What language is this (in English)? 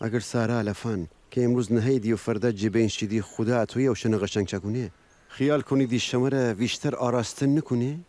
Gilaki